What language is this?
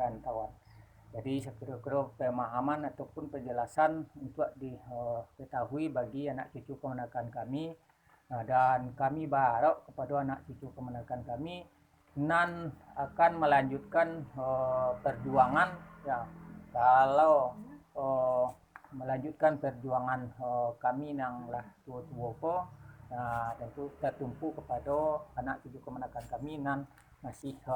Minangkabau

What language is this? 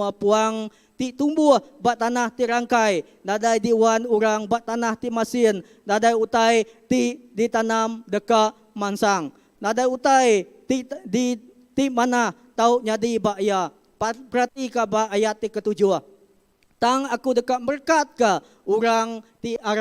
Iban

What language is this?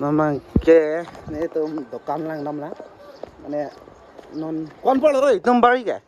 Karbi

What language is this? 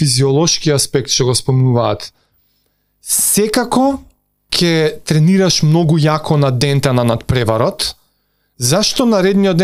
Macedonian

